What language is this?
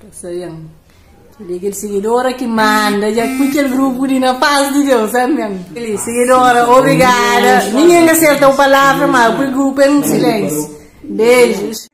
Kabuverdianu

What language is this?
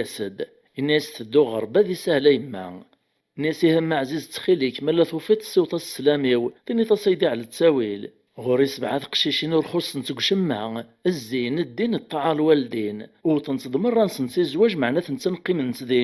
Kabyle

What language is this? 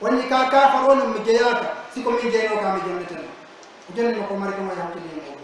Pular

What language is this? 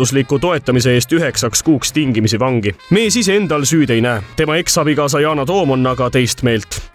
Estonian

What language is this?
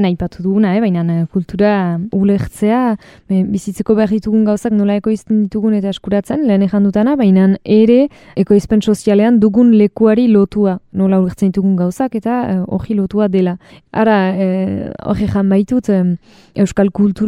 Basque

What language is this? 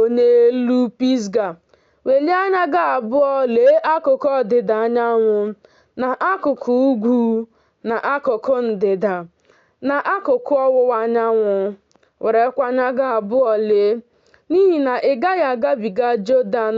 Igbo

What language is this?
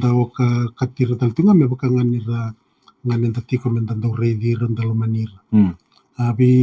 Fijian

